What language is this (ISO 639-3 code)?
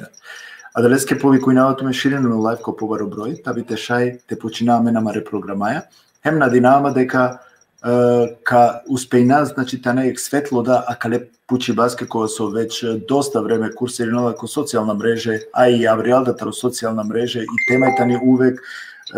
rmn